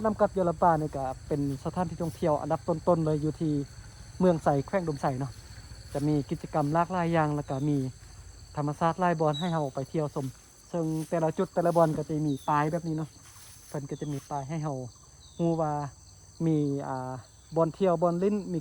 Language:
Lao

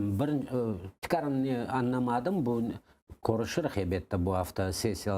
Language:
Crimean Tatar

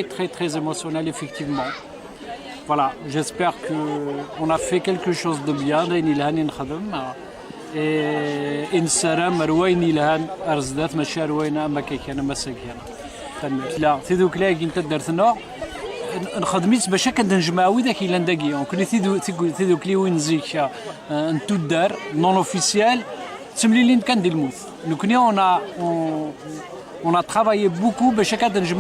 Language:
Kabyle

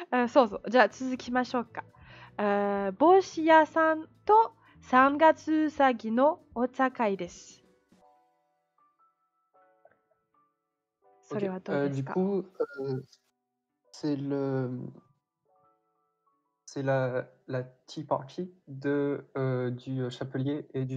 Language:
French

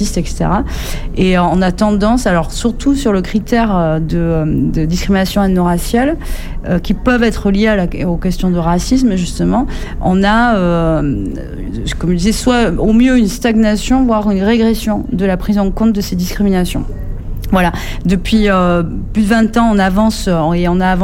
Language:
French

